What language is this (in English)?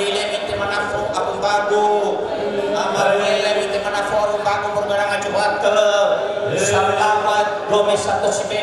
Nias